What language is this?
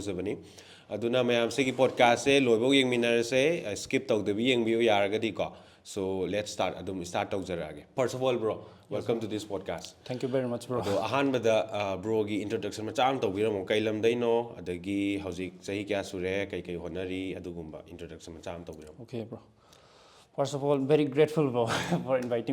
Manipuri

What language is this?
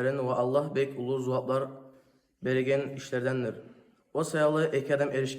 Kumyk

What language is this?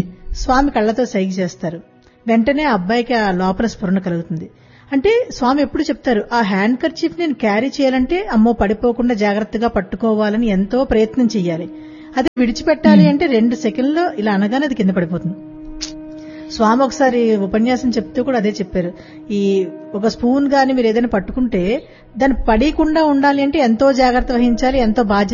Telugu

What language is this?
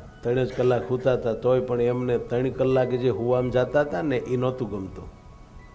Gujarati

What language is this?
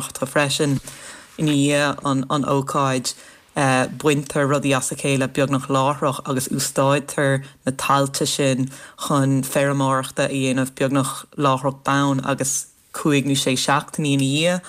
Irish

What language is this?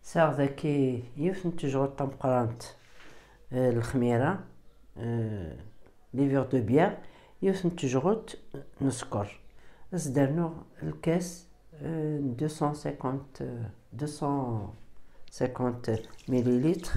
Kabyle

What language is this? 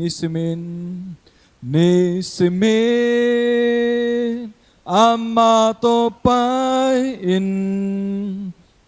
Tedim Chin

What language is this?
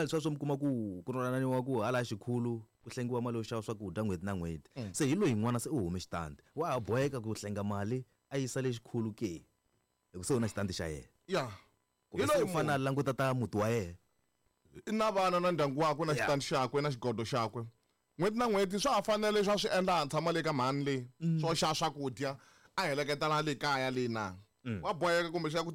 Tsonga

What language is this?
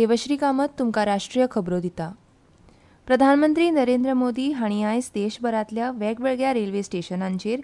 Konkani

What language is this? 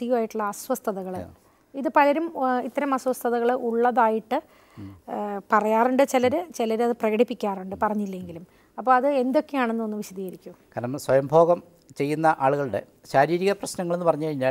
Malayalam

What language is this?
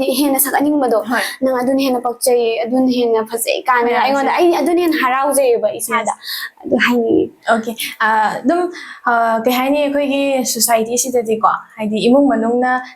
Manipuri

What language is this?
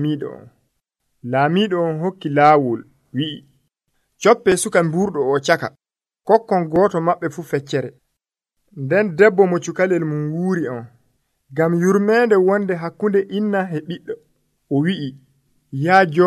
Nigerian Fulfulde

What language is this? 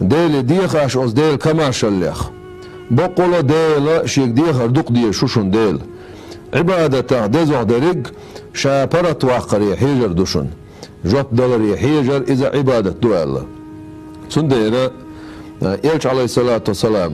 Chechen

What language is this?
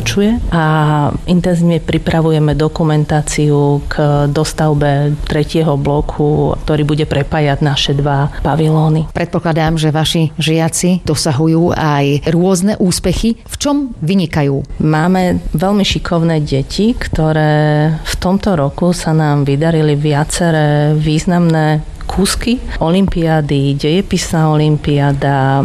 Slovak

